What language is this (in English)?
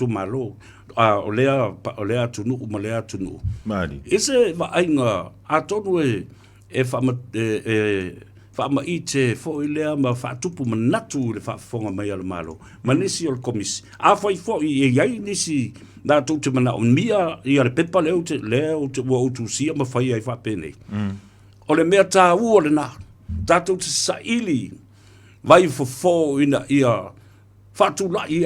Samoan